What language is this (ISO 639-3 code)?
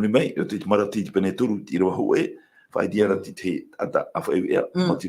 tah